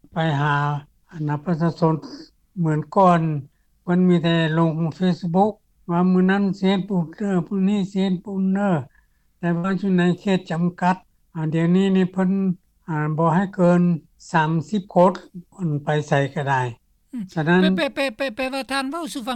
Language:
Lao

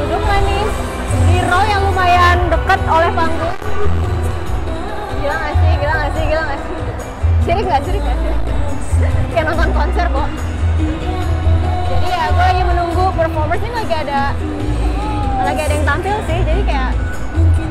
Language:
Indonesian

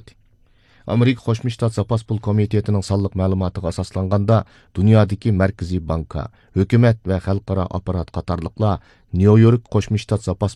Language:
Uyghur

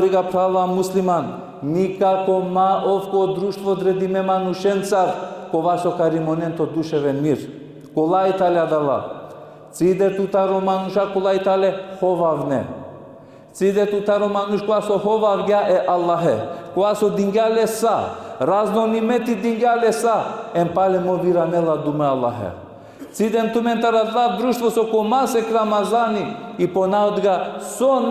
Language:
Balkan Romani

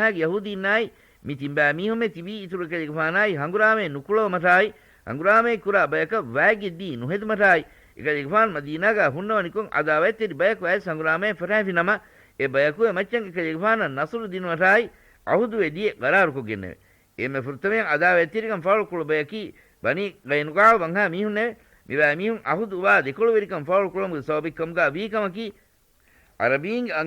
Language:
Divehi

